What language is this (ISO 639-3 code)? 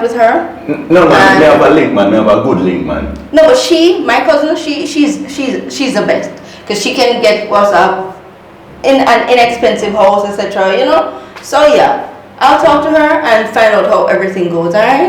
jam